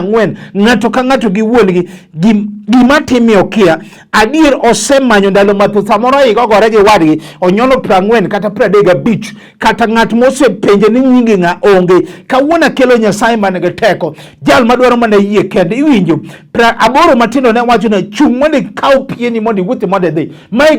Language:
Luo (Kenya and Tanzania)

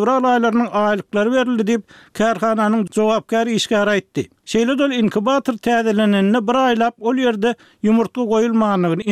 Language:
Turkmen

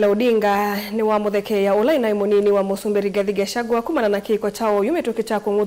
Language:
Kamba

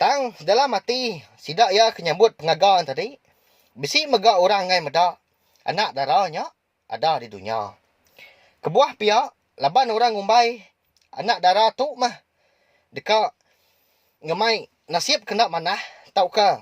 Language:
Iban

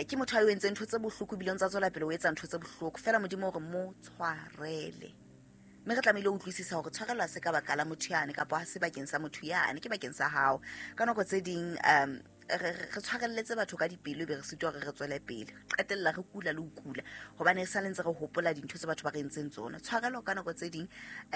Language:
Southern Sotho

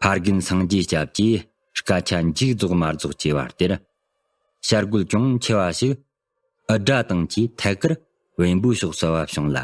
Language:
Tibetan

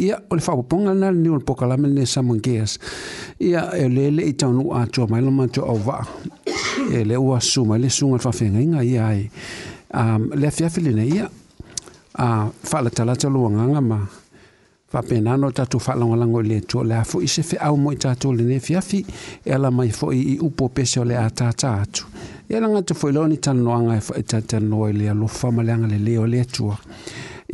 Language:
Samoan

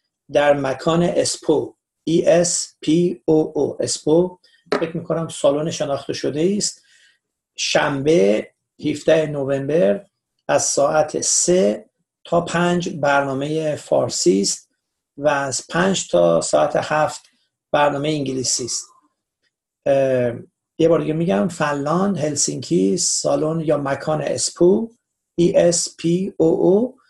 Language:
Persian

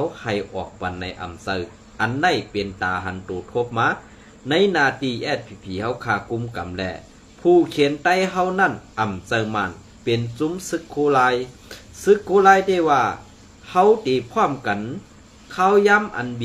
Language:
Shan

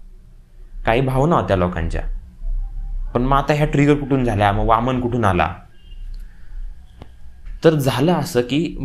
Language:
Marathi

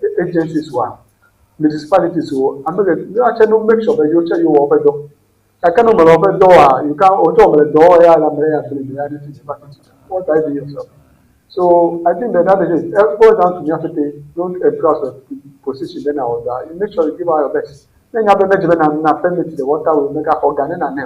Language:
Ewe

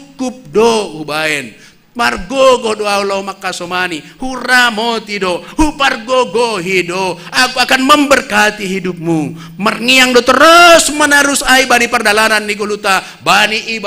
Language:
Batak Simalungun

